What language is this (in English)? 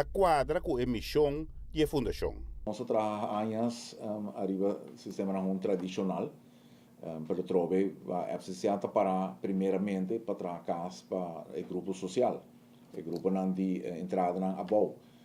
Papiamento